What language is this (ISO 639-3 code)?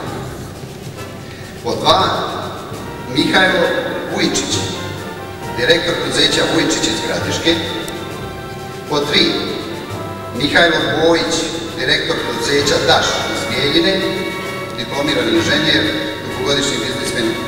srp